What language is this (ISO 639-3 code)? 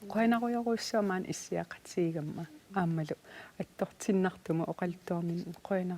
kal